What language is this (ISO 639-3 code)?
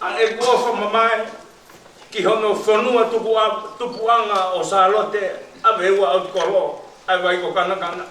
ton